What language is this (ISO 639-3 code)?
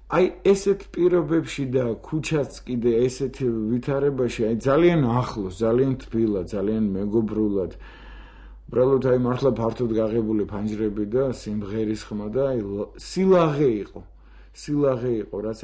kat